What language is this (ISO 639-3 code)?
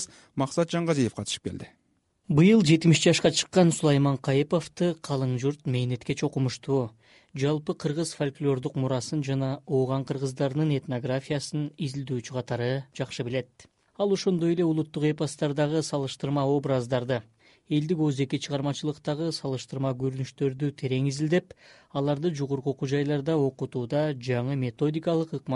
kir